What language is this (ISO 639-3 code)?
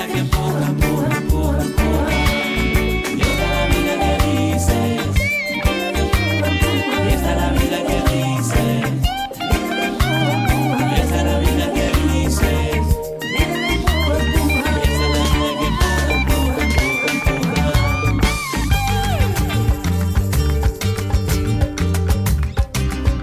spa